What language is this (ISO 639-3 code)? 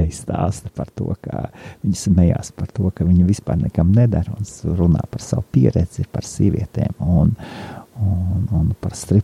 lav